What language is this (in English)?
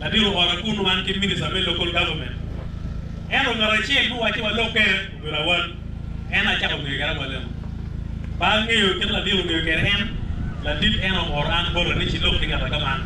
Acoli